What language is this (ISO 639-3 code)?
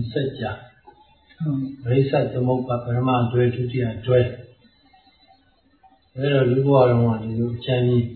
mya